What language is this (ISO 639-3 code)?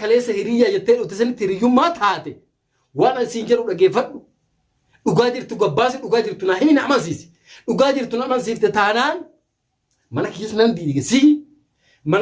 orm